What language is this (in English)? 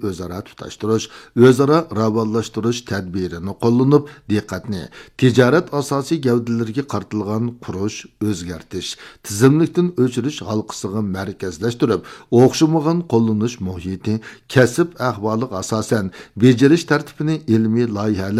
Uyghur